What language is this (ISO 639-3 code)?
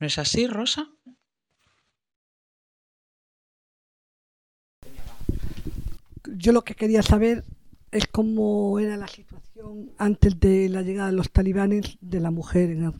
spa